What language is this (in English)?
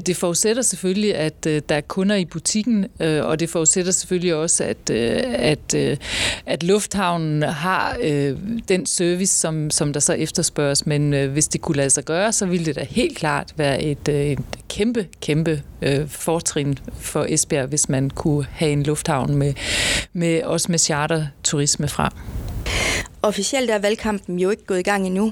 Danish